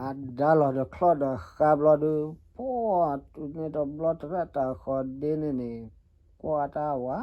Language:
S'gaw Karen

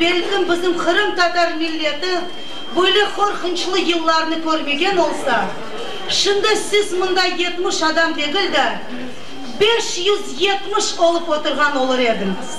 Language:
Crimean Tatar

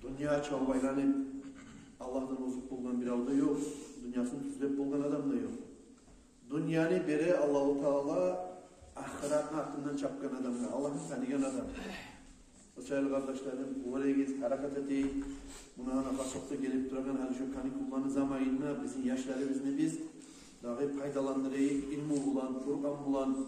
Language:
Kumyk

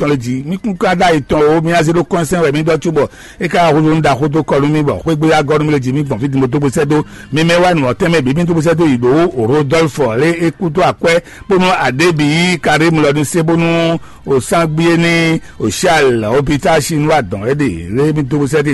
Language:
Fon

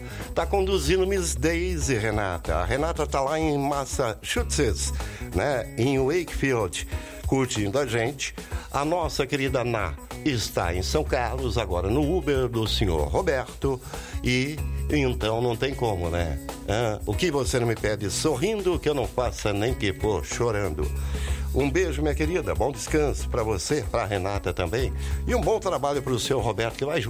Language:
Portuguese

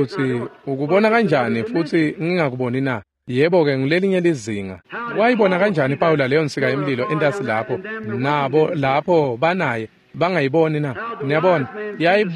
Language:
Swati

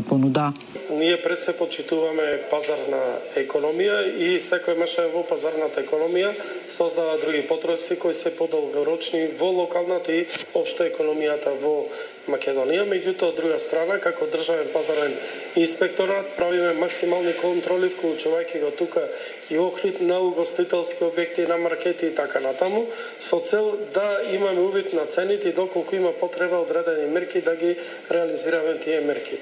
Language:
Macedonian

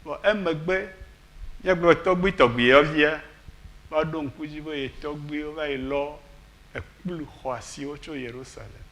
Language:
Ewe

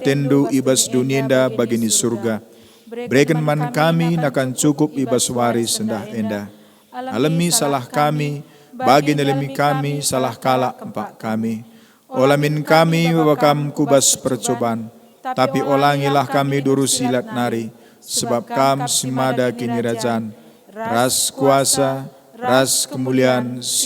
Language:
Batak Karo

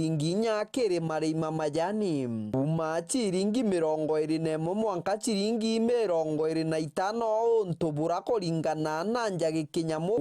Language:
Meru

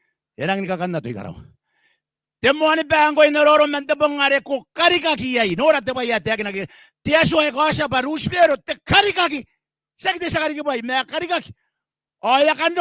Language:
Gilbertese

